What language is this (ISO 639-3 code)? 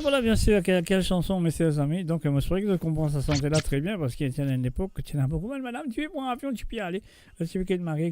mfe